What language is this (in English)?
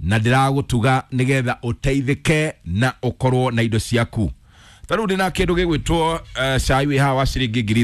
Kikuyu